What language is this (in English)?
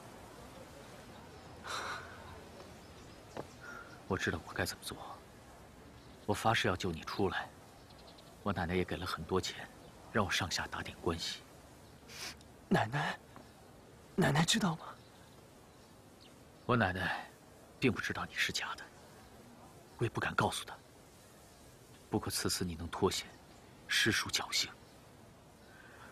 Chinese